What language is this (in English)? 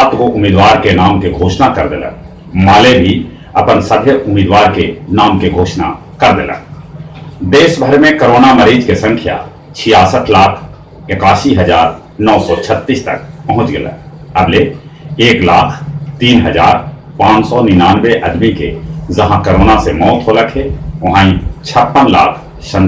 Magahi